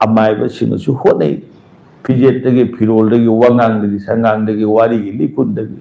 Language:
Manipuri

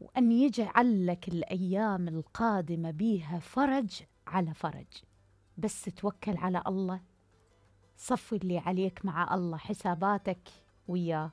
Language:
Mesopotamian Arabic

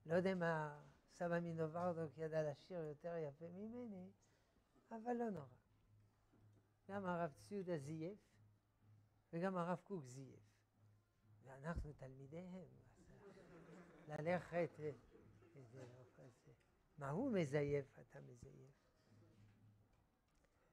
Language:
Hebrew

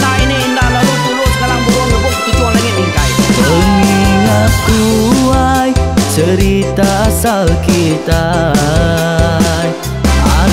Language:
Iban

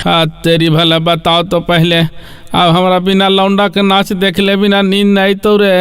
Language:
Magahi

